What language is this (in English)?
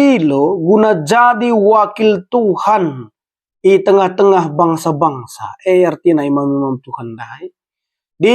Batak Karo